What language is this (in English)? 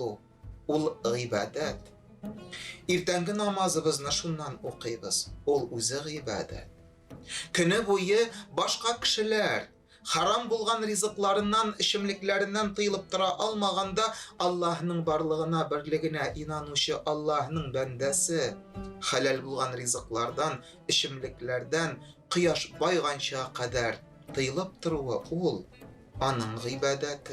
Tatar